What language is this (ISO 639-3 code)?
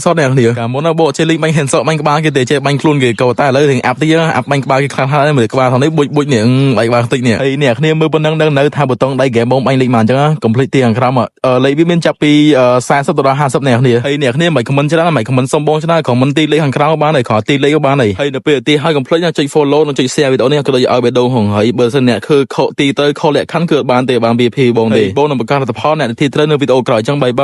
khm